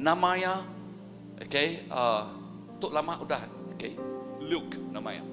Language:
Iban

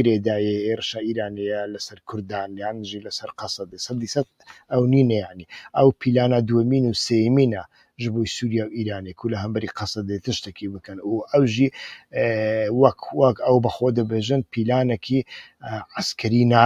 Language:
Central Kurdish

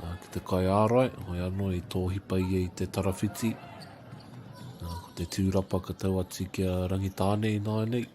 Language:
Māori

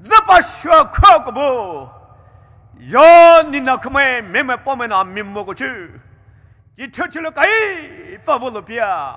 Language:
Poumei Naga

